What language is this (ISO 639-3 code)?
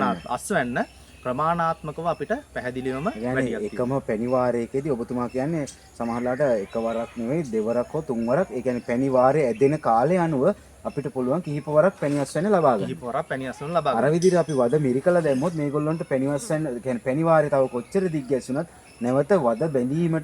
sin